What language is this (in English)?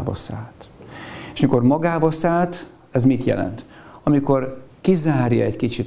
Hungarian